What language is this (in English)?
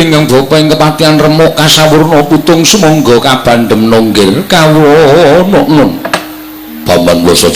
Javanese